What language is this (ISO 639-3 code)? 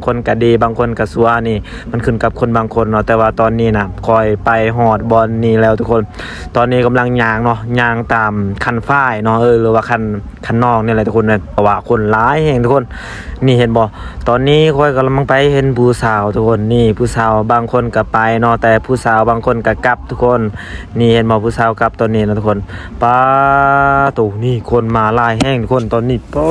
lao